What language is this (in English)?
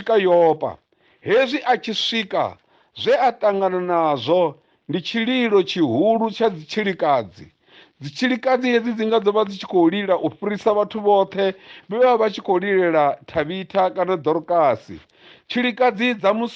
Venda